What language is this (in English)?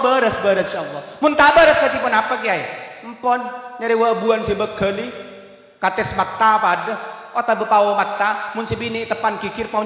Madurese